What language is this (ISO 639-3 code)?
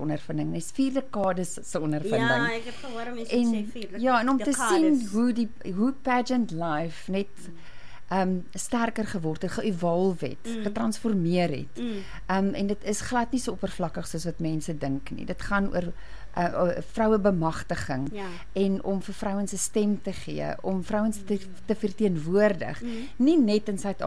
afr